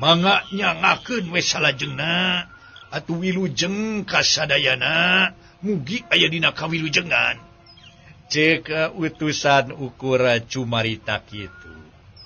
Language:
Sundanese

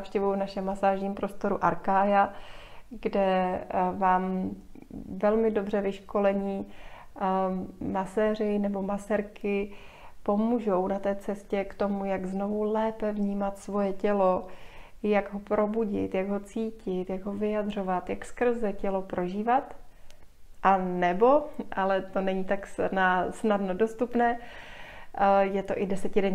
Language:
Czech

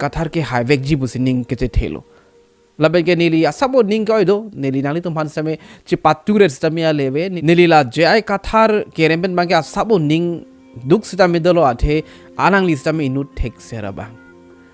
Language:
Karbi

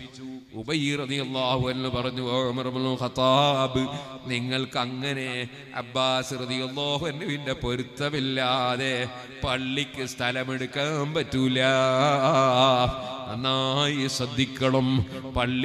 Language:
Malayalam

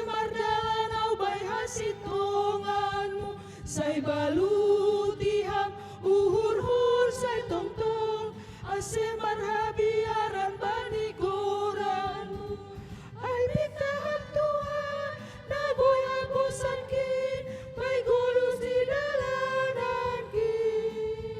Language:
Batak Simalungun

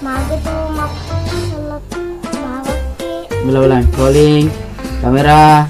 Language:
Buginese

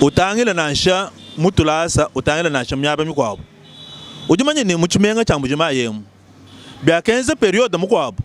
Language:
Luba-Lulua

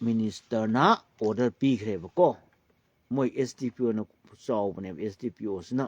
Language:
Manipuri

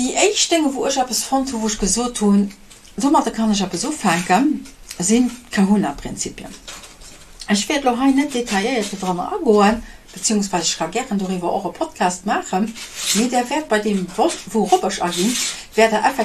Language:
Luxembourgish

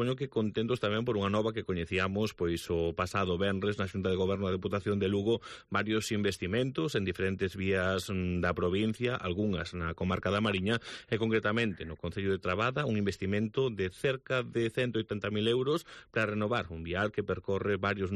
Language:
Galician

